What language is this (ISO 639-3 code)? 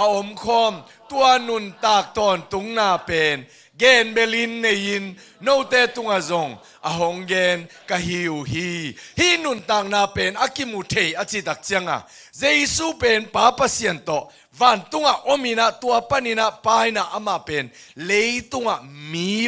ctd